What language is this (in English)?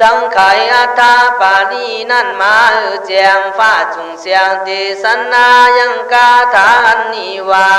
Khün